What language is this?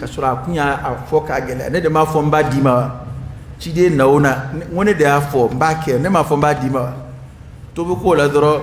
Dyula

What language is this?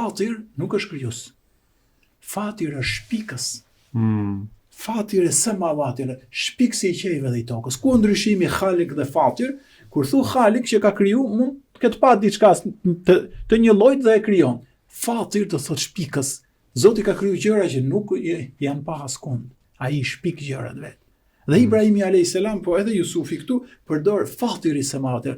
Albanian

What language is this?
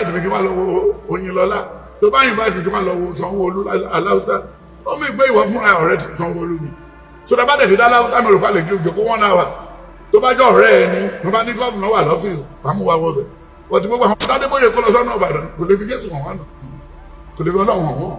Yoruba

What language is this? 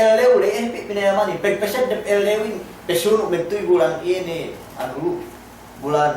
Yakan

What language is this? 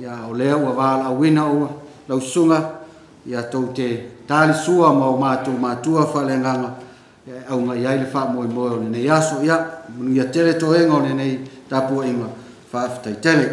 Samoan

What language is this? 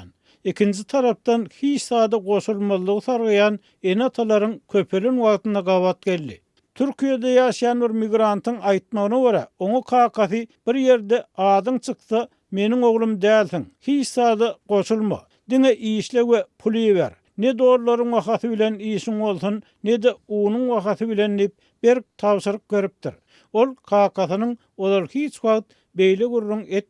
Turkmen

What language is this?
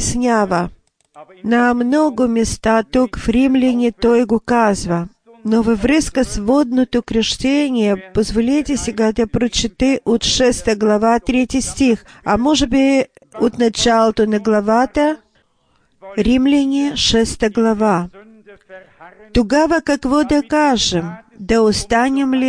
Bulgarian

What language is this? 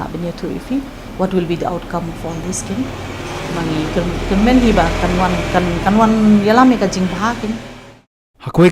Khasi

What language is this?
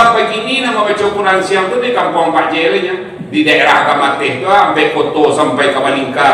Minangkabau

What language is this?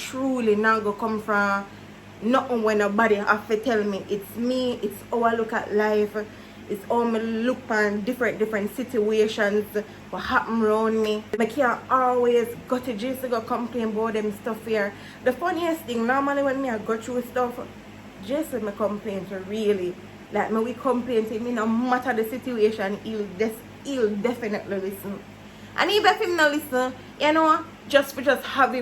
Jamaican Creole English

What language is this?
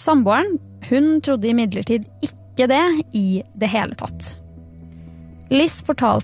Norwegian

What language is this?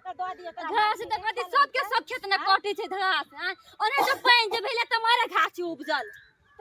Maithili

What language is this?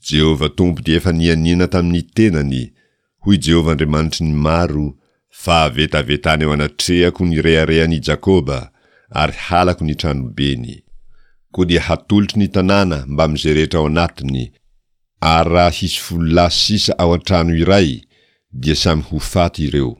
Malagasy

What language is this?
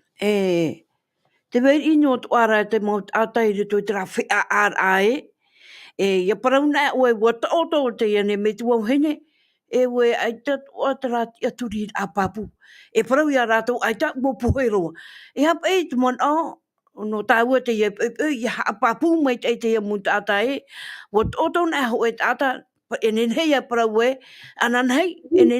Tahitian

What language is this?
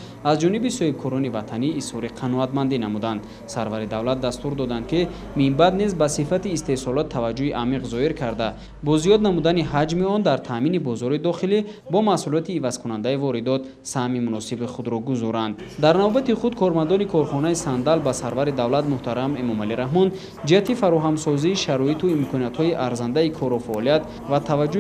Tajik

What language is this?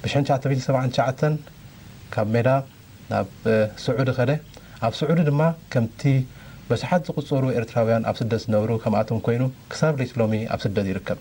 Tigrinya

